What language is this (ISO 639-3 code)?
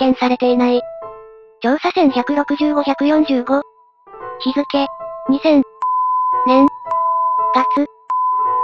jpn